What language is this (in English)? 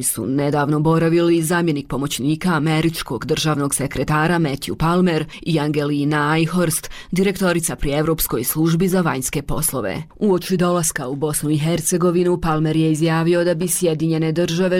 Bosnian